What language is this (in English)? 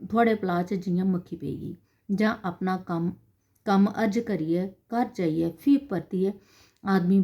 Dogri